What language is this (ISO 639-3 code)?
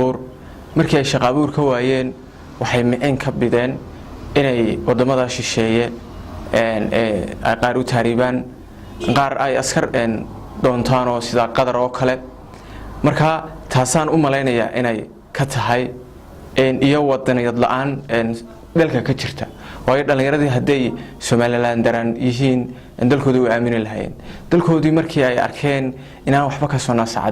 som